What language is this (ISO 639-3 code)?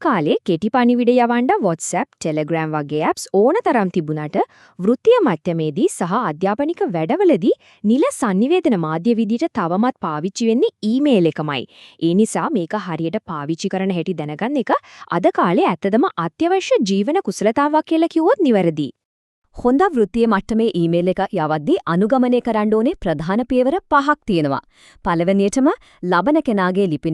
sin